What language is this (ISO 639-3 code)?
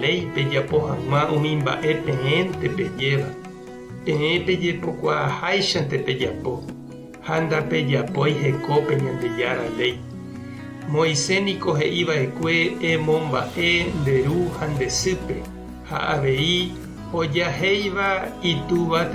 grn